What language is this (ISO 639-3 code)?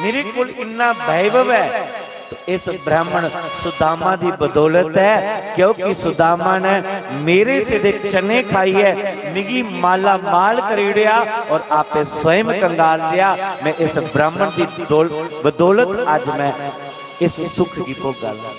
doi